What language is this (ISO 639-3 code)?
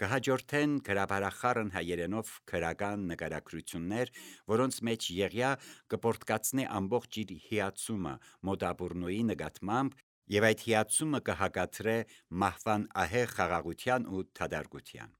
hye